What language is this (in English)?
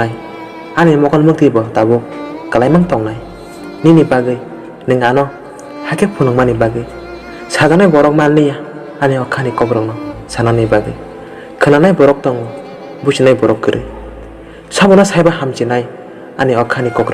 Kok Borok